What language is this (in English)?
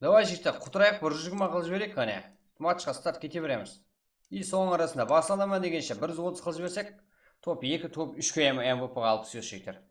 Kara-Kalpak